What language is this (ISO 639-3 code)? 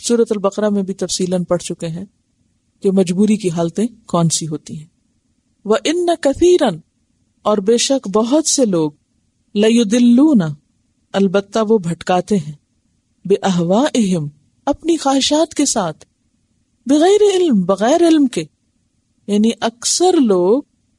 urd